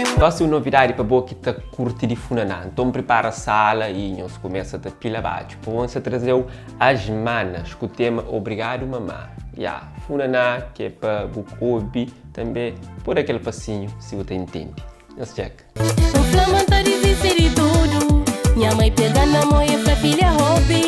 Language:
Kabuverdianu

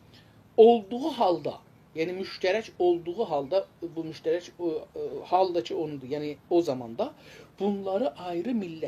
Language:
South Azerbaijani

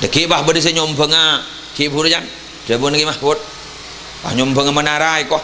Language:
Madurese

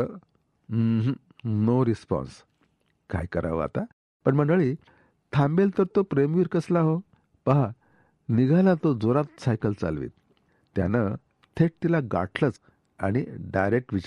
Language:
Marathi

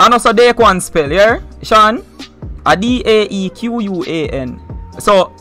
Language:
Jamaican Creole English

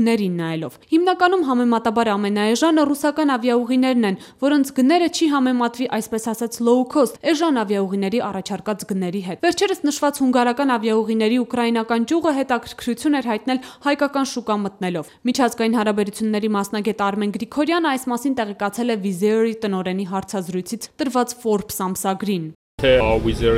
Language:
Armenian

